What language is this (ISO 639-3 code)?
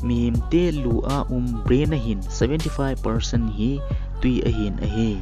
tcz